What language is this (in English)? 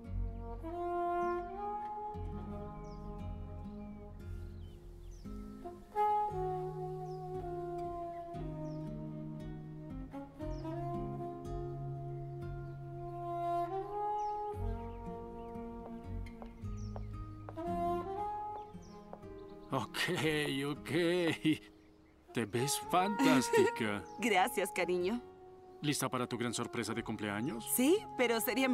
Spanish